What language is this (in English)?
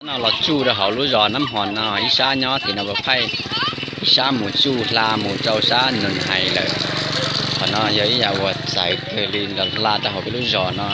Hmong